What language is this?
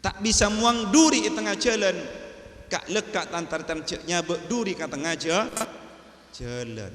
Madurese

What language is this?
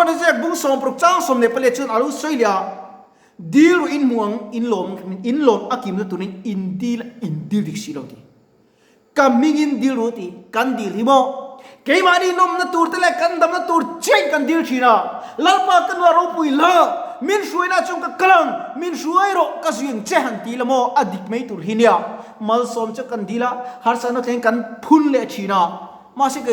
Mizo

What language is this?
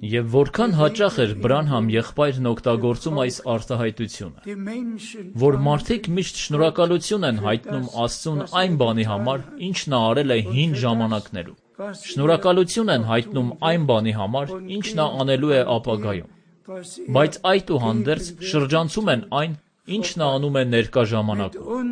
Armenian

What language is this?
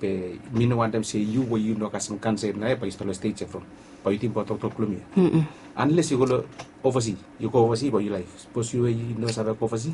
Bislama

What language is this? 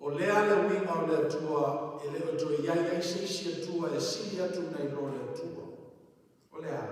Samoan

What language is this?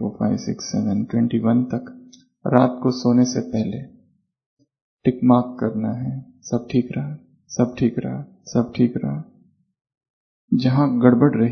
Hindi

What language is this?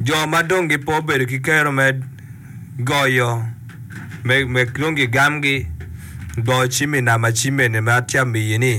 Acoli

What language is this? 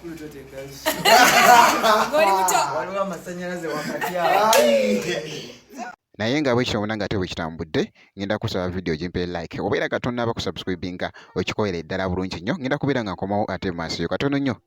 Ganda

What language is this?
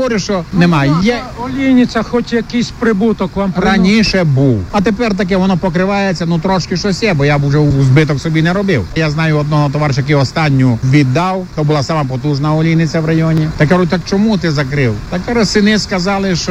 Ukrainian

